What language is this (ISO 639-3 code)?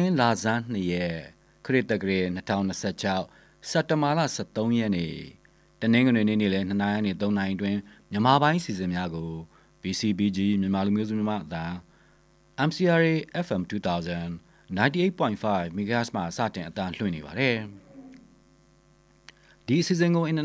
mya